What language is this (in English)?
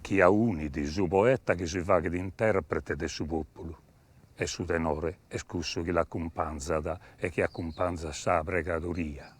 Sardinian